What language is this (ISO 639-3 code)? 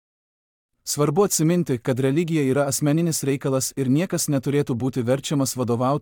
lit